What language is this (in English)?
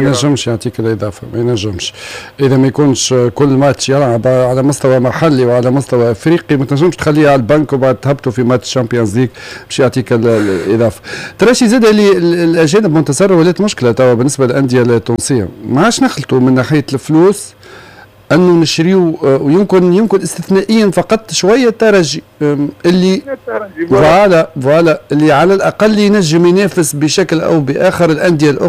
Tunisian Arabic